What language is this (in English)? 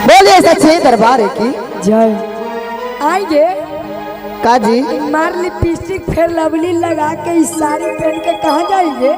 Magahi